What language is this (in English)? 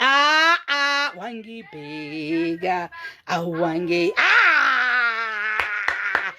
Southern Sotho